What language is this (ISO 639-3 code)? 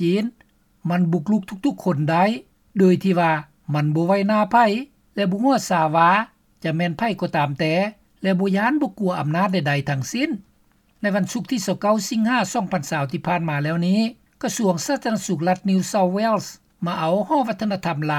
lao